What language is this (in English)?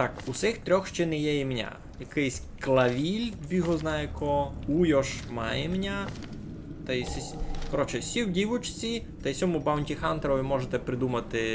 Rusyn